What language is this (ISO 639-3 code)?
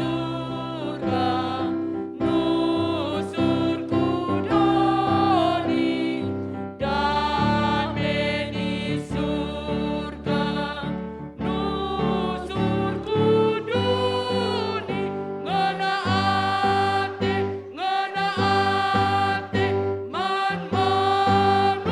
btx